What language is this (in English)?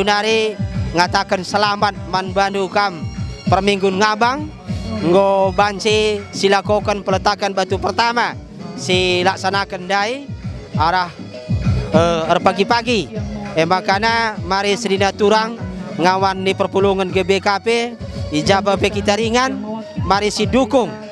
Batak Karo